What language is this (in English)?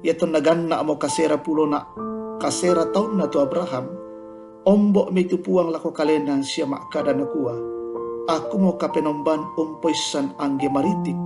Toraja-Sa'dan